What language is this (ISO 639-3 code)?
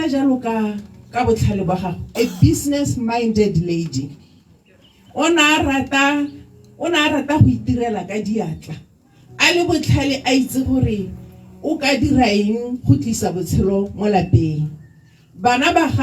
tsn